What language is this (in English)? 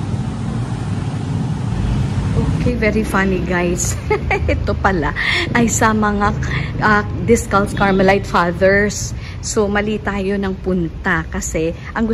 Filipino